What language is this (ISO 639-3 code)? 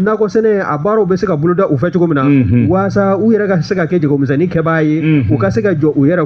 bam